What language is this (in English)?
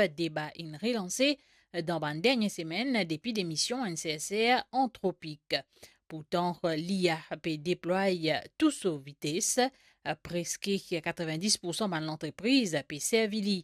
Morisyen